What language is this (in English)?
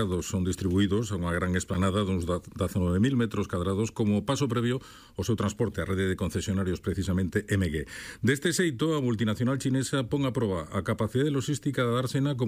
Galician